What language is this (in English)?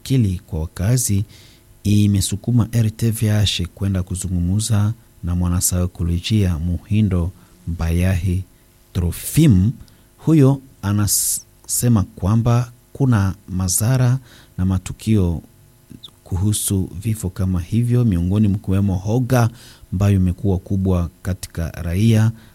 Swahili